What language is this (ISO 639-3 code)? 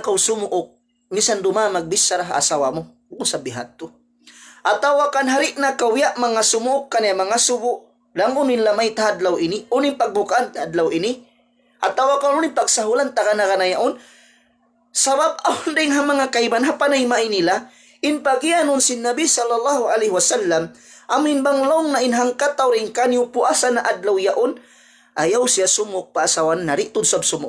tsg